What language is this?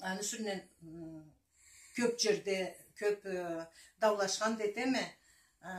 Karachay-Balkar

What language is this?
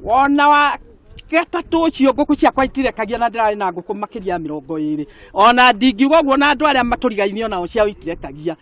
Kikuyu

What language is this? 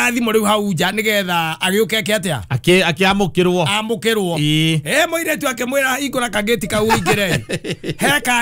Kikuyu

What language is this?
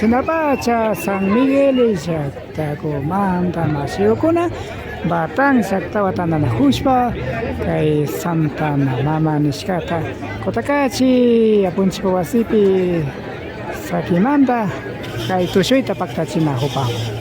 Imbabura Highland Quichua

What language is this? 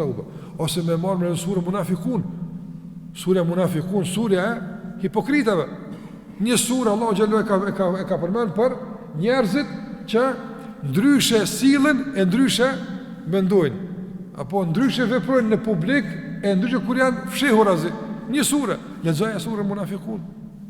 Albanian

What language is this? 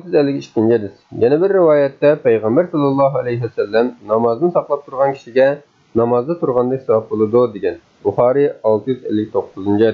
Uyghur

